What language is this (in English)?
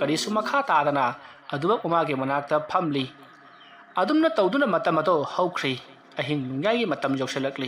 Manipuri